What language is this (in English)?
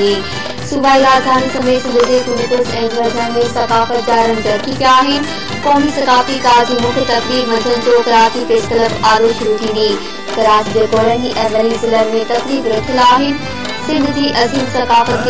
Sindhi